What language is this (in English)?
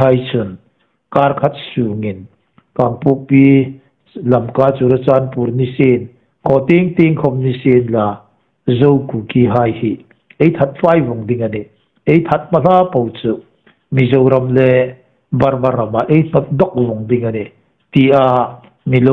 Hmar